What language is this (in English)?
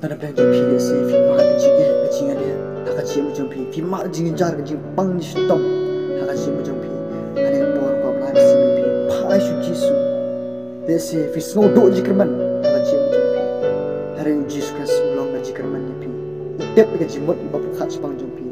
Khasi